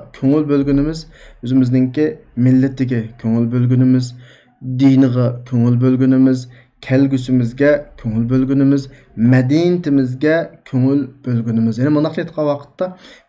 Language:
Uyghur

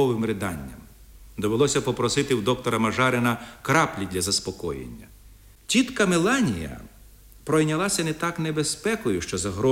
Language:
Ukrainian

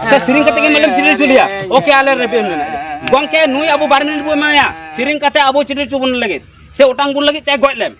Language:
Santali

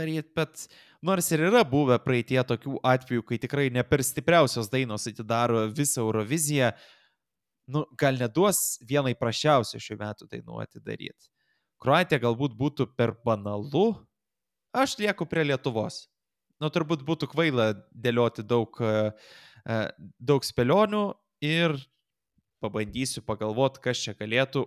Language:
Lithuanian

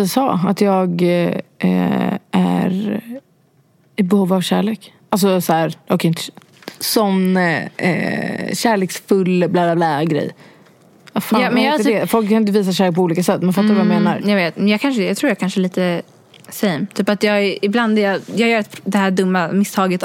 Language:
Swedish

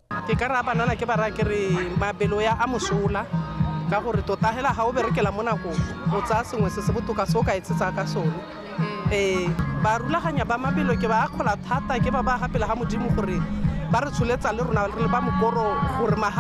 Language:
Tswana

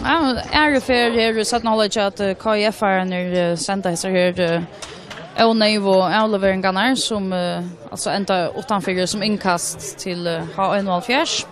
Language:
Faroese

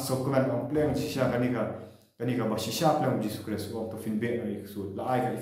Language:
Khasi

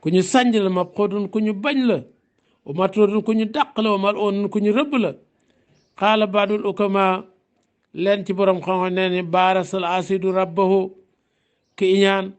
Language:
Wolof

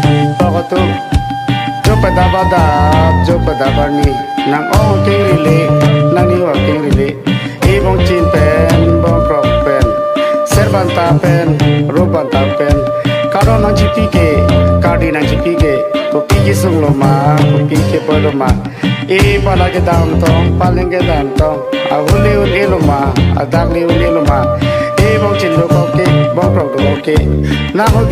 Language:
Karbi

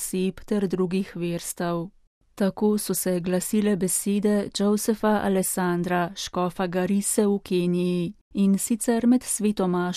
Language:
Slovenian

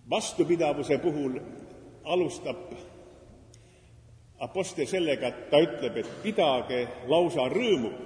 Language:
Estonian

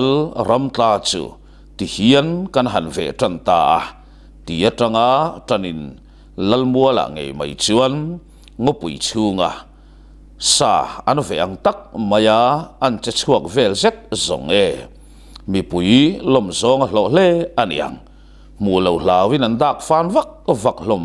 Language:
Mizo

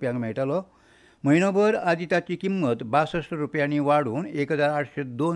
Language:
Konkani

